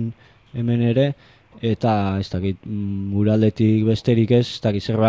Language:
Basque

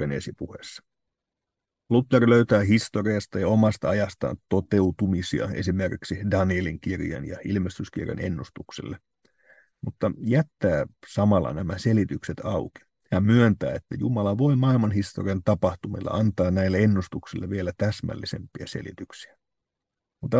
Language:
Finnish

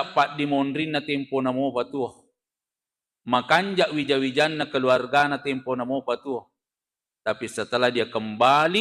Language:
Buginese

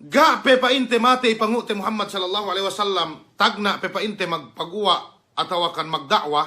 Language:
Yakan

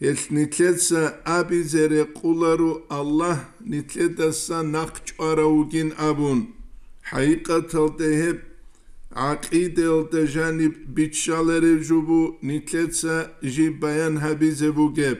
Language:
Avaric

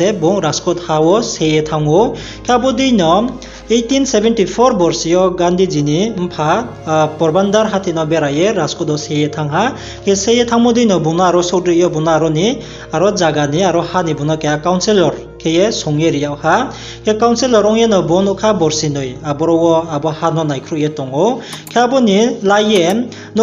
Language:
Riang (India)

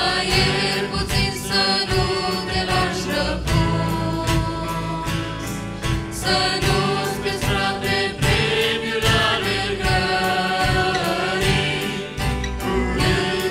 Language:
Romanian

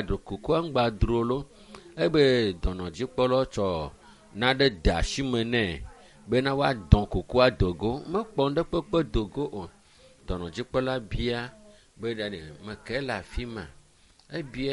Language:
Ewe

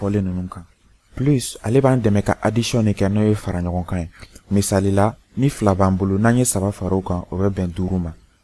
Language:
Bambara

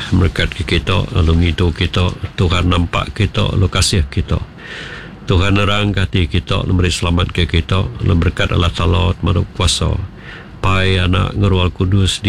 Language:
Iban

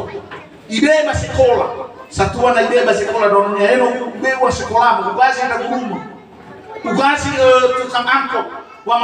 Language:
Nias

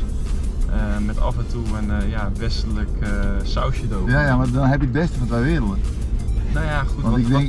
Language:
Dutch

